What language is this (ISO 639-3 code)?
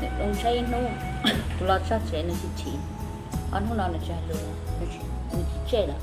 hmn